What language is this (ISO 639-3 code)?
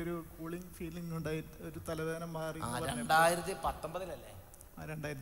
mal